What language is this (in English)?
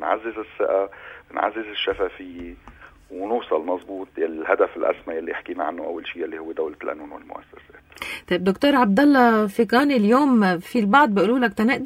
North Levantine Arabic